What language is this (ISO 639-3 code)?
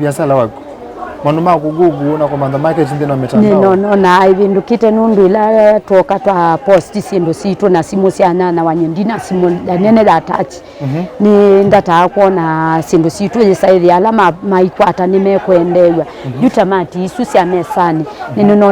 kam